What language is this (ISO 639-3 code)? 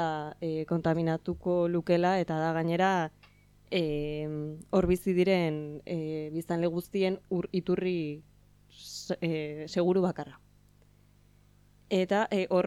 eus